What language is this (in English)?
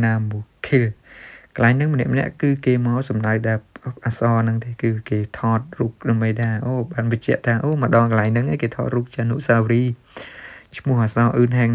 Khmer